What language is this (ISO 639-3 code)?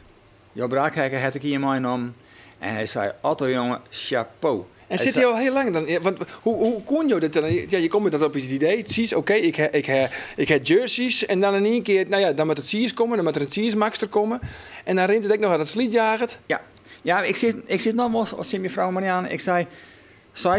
fry